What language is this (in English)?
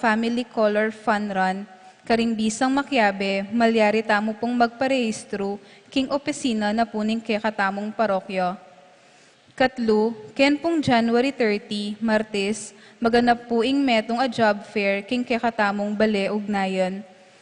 Pampanga